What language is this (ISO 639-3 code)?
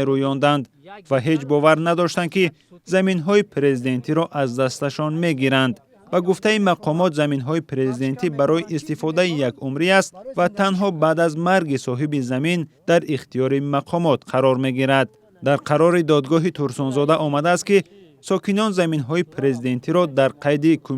tgk